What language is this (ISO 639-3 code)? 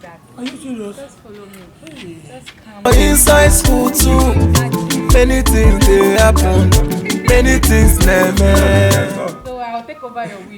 pcm